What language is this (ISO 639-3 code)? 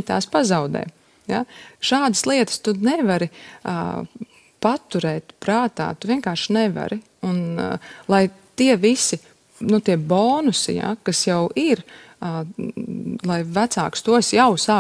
lav